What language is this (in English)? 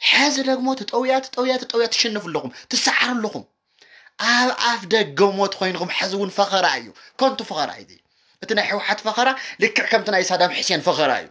Tigrinya